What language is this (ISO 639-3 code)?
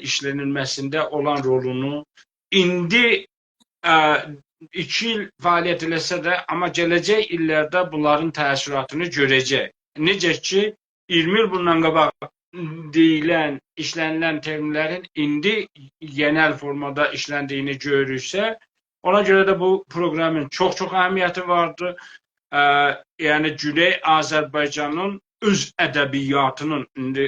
azb